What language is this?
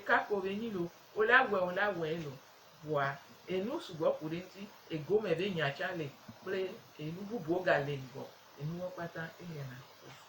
Gen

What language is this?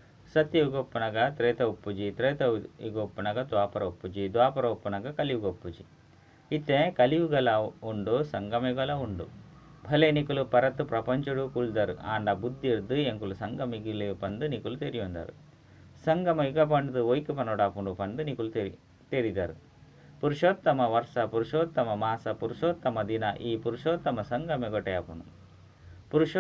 Tulu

